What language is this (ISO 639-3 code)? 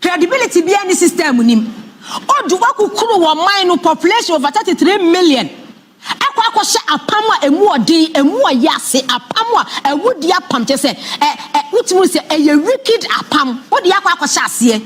aka